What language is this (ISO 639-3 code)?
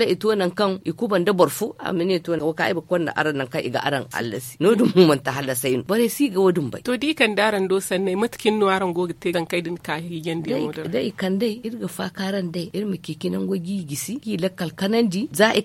dje